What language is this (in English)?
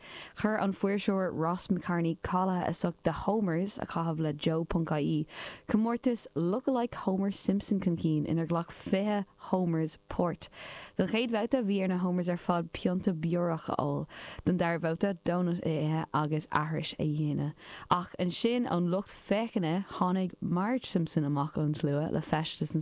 Irish